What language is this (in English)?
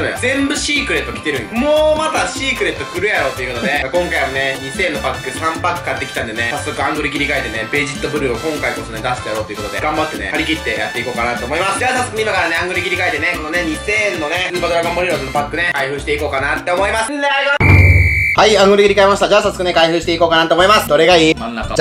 Japanese